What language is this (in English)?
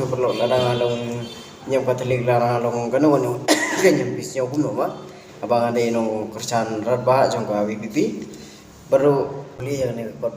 Khasi